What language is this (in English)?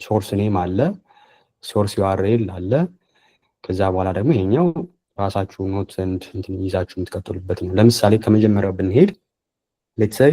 Amharic